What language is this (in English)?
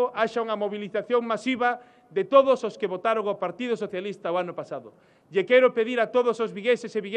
Galician